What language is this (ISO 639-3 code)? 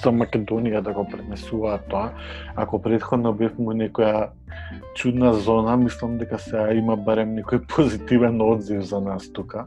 mkd